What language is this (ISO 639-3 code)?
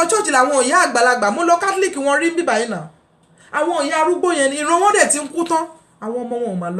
yor